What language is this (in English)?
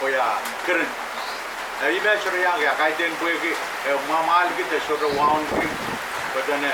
Pohnpeian